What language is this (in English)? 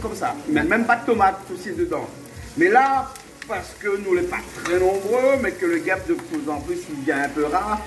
Réunion Creole French